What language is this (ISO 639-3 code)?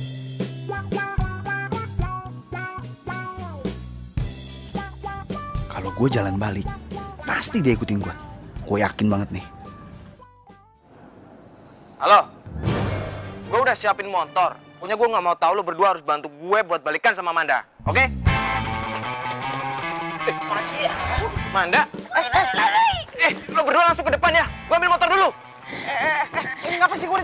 ind